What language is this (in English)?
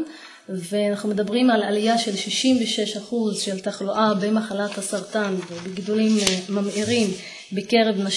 Hebrew